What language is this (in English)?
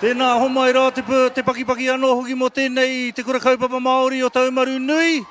Māori